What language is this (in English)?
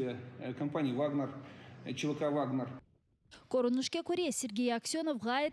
Crimean Tatar